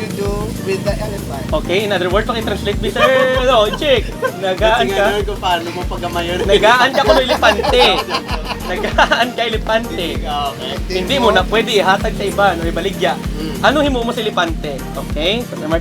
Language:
Hiligaynon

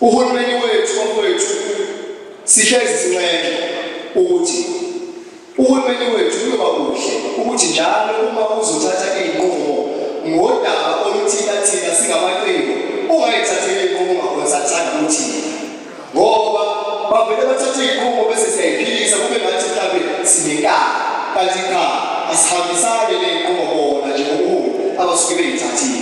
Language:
Zulu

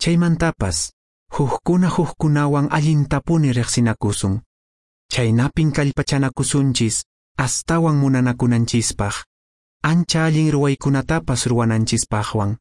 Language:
Quechua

